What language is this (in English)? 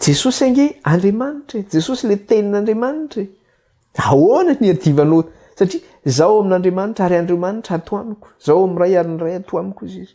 Malagasy